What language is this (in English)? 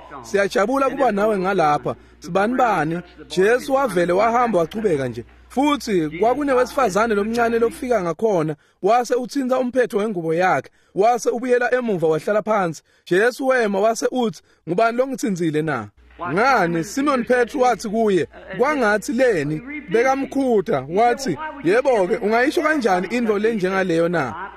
Swati